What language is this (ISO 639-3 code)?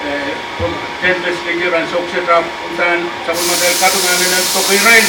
pon